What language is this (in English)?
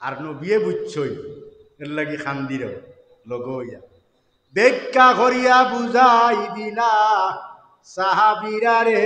Sylheti